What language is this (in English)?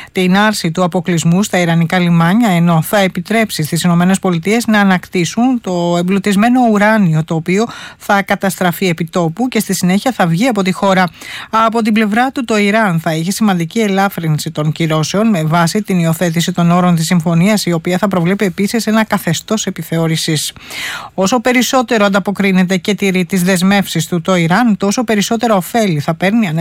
Greek